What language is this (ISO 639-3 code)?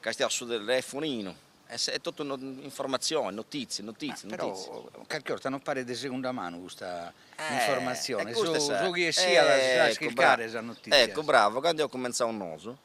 srd